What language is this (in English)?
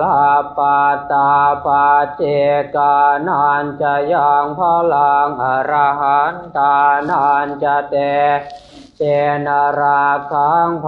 Pali